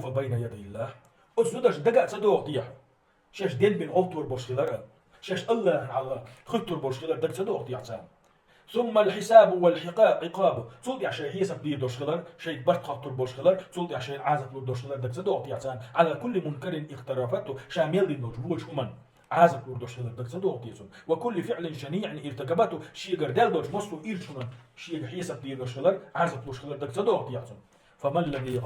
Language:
Chechen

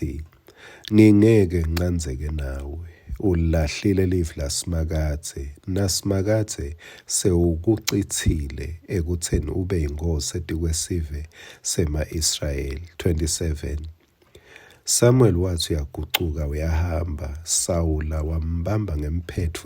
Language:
Swati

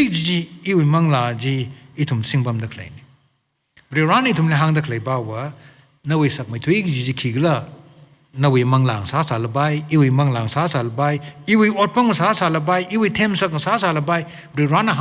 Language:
Tangkhul Naga (India)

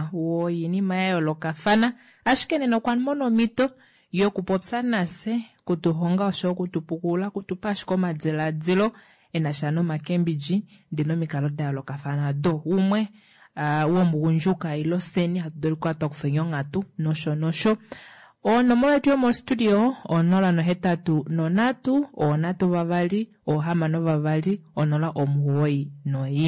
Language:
Kuanyama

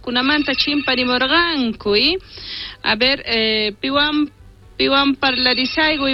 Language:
South Bolivian Quechua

